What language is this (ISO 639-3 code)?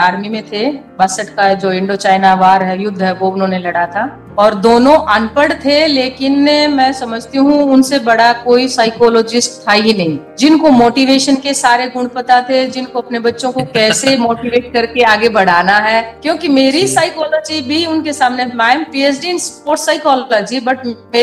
hin